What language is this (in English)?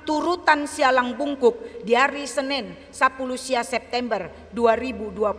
Batak Toba